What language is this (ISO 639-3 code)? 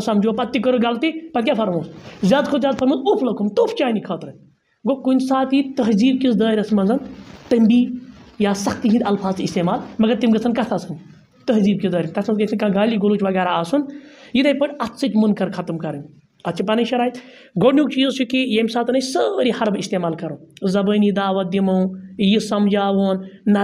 kas